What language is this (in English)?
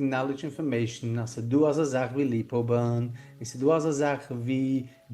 Yiddish